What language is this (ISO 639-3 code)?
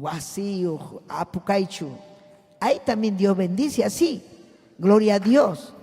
quy